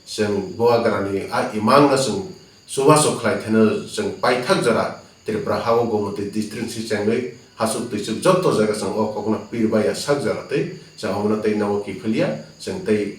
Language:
Kok Borok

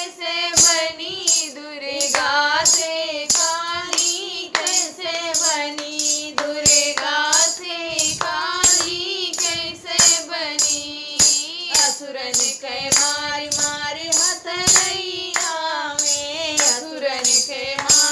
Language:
Bhojpuri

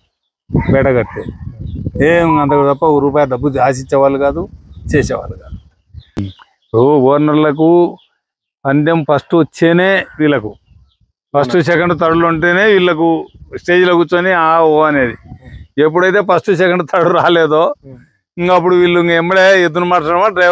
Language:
Telugu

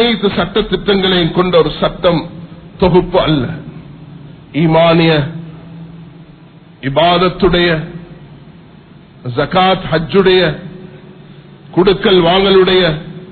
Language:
Tamil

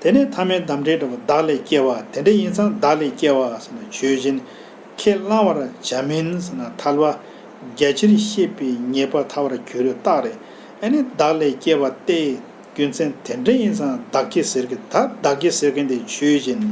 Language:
Tibetan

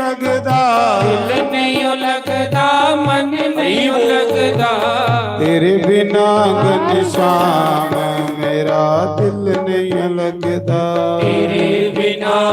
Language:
Dogri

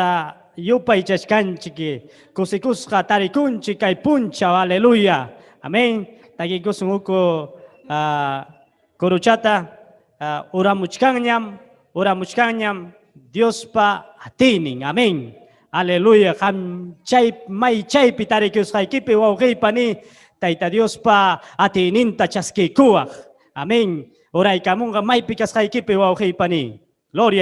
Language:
Ayacucho Quechua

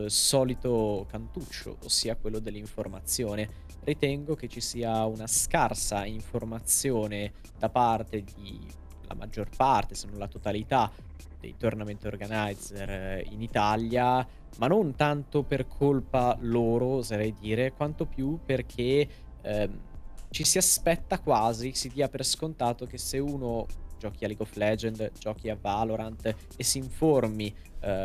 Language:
Italian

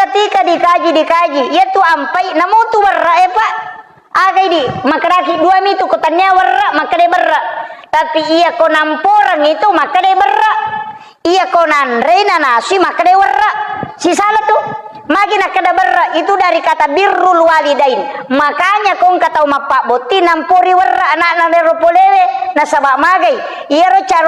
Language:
Buginese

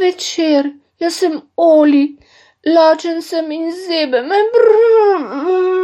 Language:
Slovenian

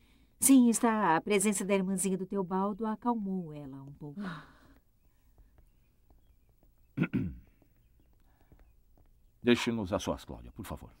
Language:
Portuguese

